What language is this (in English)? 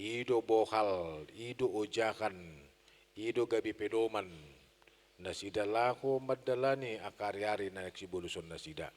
Batak Toba